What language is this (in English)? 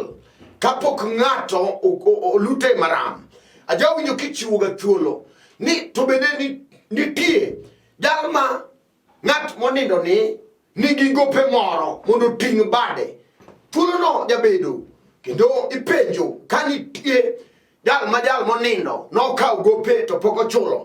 Luo (Kenya and Tanzania)